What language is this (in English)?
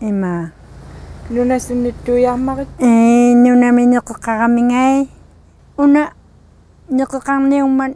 Inuktitut